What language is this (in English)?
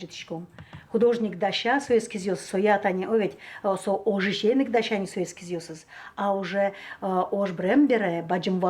Udmurt